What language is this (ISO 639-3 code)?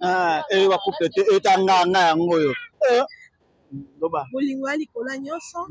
lin